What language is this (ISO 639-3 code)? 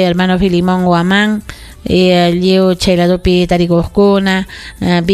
quy